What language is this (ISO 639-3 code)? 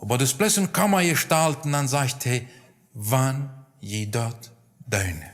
pdt